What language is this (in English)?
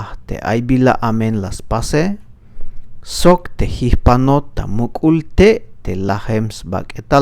Tzeltal